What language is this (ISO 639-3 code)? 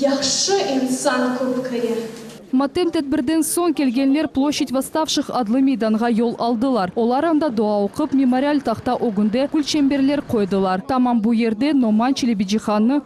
crh